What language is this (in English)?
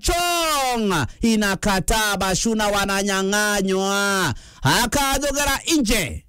Meru